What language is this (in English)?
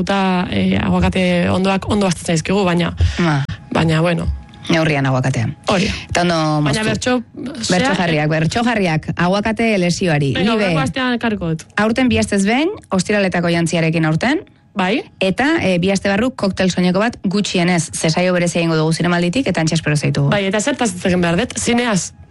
Basque